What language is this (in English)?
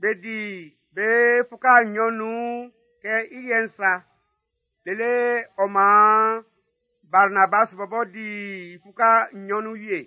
Baoulé